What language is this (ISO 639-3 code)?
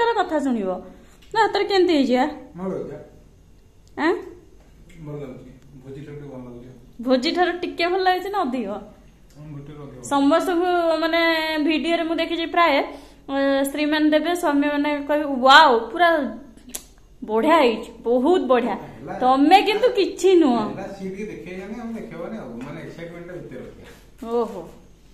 ori